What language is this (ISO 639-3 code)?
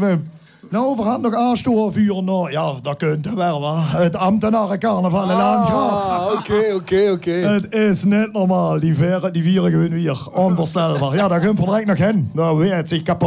lim